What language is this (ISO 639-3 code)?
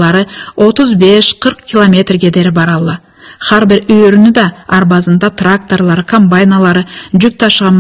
krc